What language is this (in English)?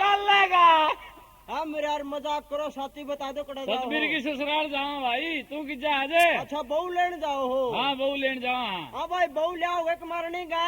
Haryanvi